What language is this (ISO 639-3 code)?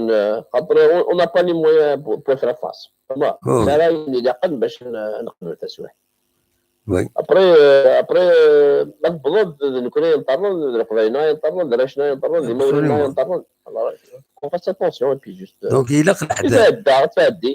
kab